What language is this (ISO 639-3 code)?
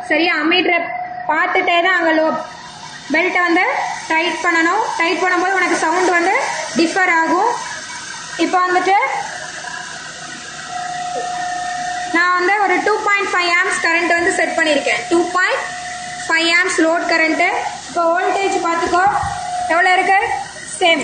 tam